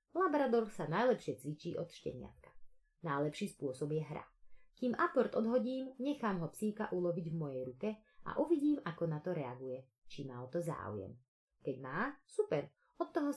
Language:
Slovak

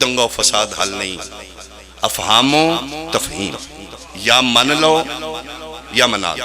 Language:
Pahari-Potwari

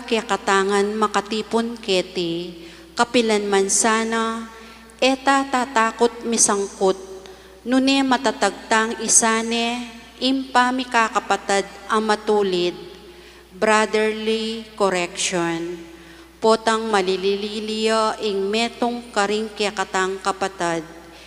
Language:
Pampanga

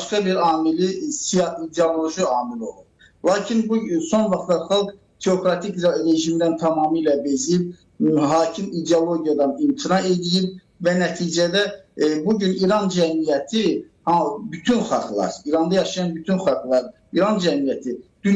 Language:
Azerbaijani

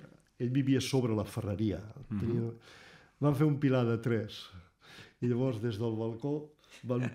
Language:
Catalan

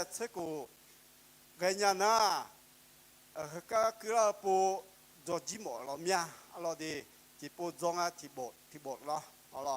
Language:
Akha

